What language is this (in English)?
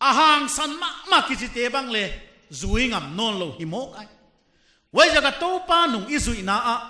Paite Chin